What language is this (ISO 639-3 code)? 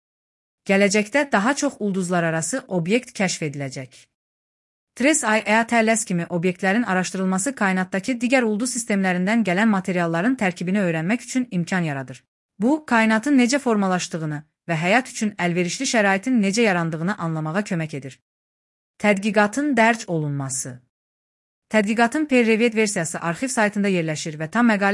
aze